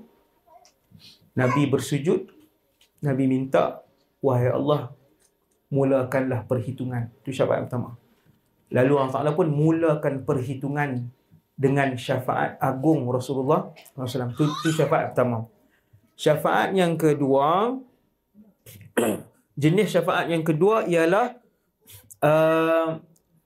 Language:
Malay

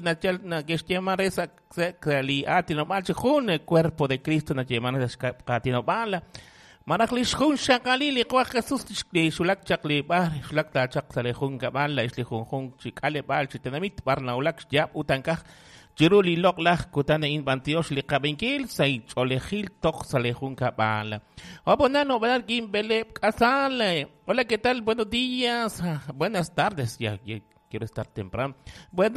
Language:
Kekchí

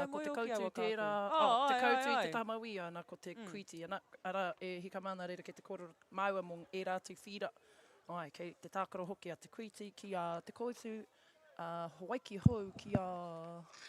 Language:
Māori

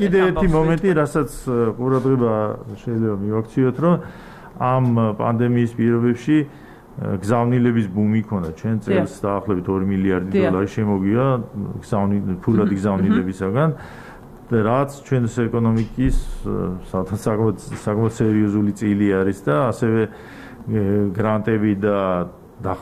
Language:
Georgian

